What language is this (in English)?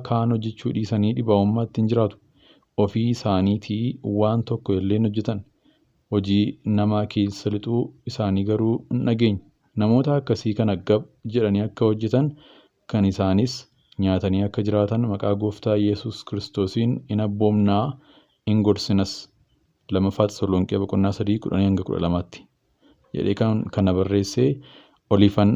Oromo